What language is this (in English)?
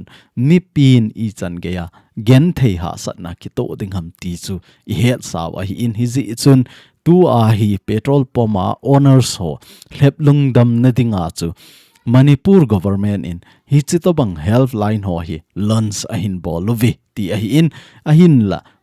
Thado Chin